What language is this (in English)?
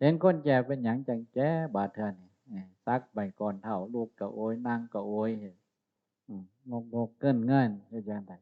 Northeastern Thai